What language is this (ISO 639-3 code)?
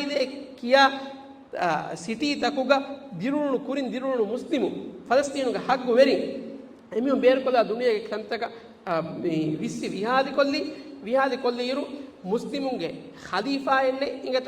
div